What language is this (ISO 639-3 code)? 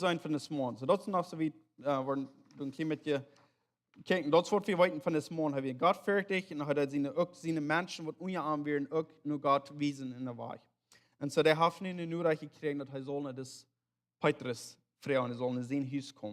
pdt